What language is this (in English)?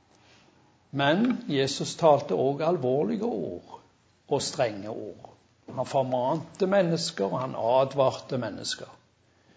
Norwegian